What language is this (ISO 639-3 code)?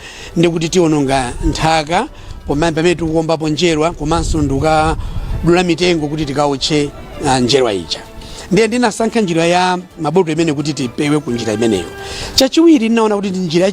nya